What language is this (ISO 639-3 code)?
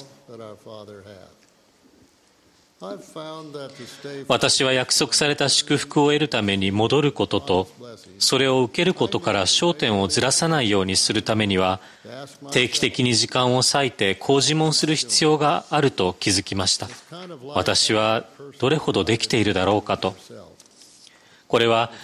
jpn